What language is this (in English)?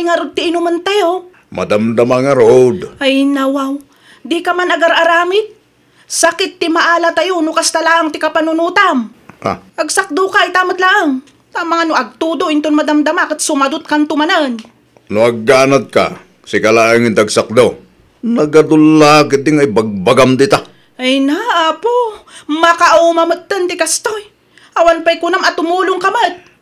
Iloko